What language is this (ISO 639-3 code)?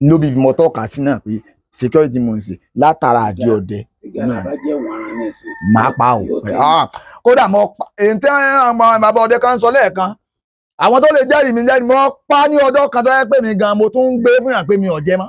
yor